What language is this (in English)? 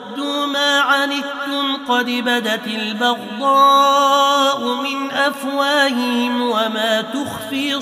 Arabic